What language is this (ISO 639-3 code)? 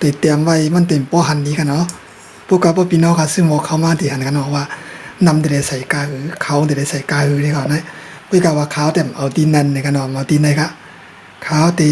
shn